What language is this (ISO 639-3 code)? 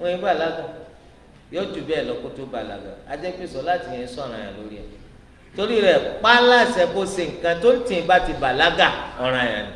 yor